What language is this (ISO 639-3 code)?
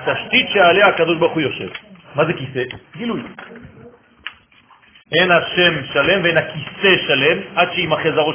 heb